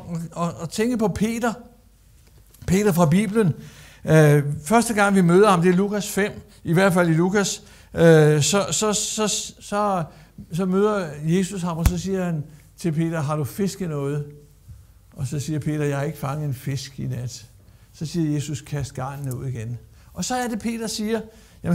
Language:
Danish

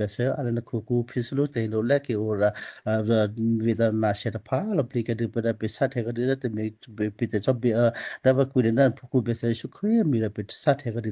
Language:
Western Kayah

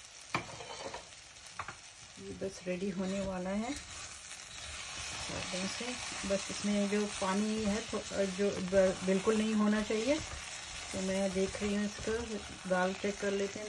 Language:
Hindi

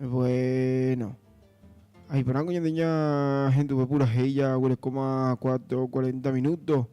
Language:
Guarani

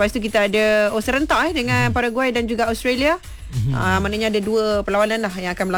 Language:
Malay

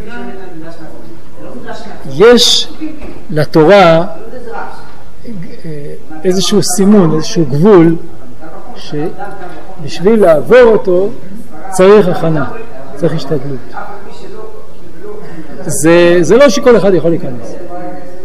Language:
Hebrew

